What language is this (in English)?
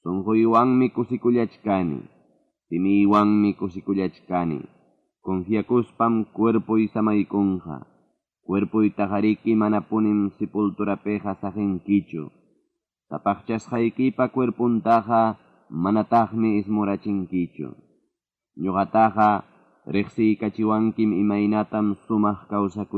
Ayacucho Quechua